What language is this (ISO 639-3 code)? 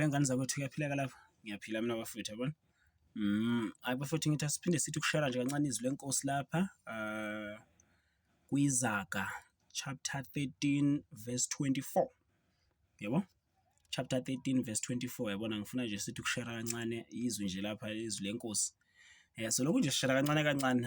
zul